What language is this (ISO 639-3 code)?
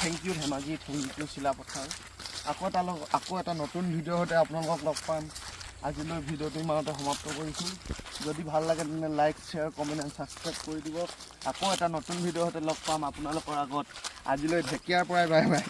asm